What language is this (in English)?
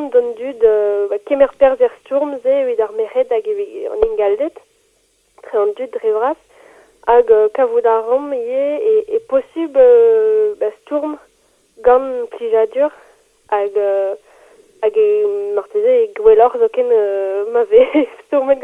Breton